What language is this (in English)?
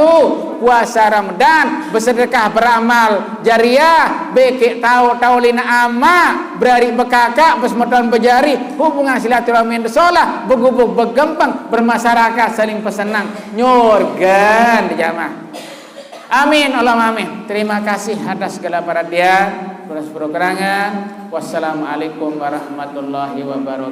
Sasak